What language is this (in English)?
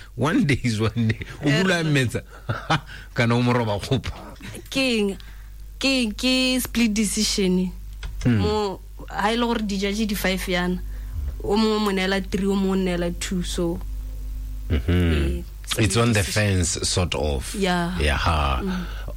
Tswana